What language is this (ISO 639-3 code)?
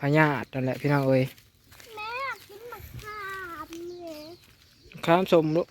lao